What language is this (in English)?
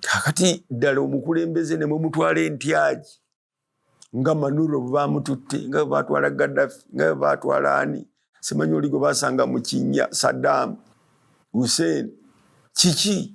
Ganda